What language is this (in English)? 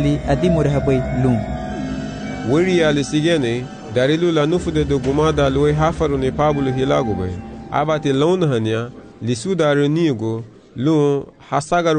Garifuna